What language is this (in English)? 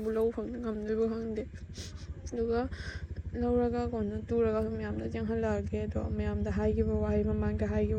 Manipuri